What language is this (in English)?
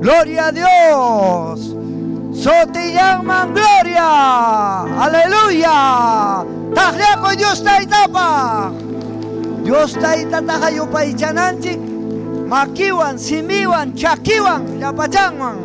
Ayacucho Quechua